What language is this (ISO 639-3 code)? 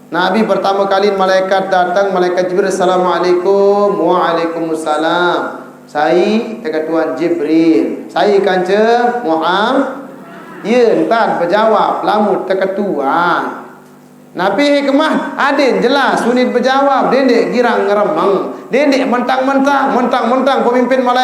sas